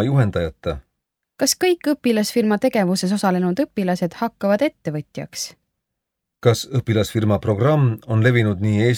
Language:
Estonian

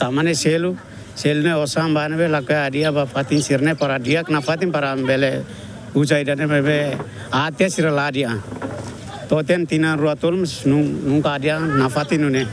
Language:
Tetum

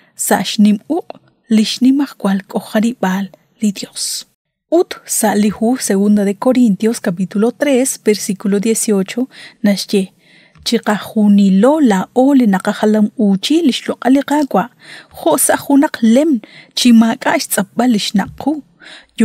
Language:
Kekchí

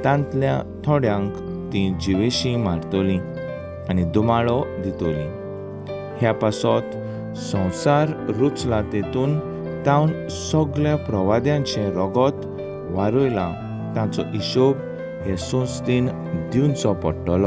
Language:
Konkani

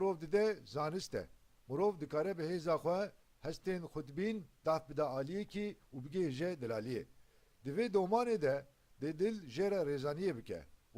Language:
Kurdish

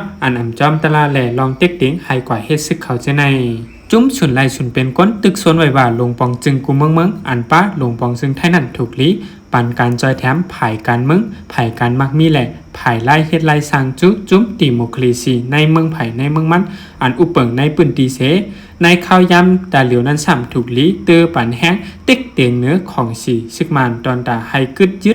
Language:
Shan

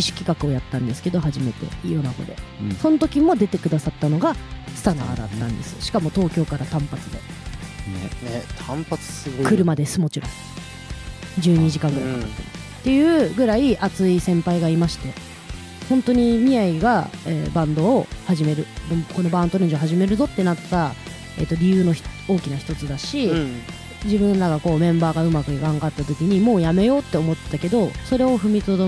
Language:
Japanese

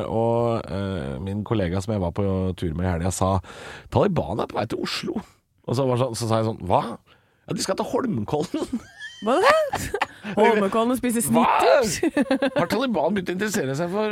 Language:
Norwegian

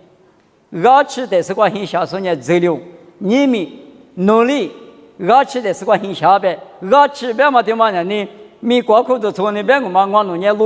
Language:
Lisu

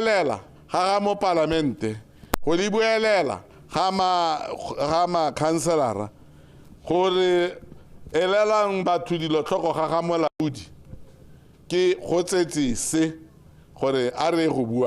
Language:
Tswana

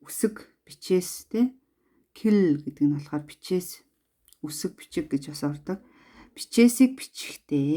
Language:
Mongolian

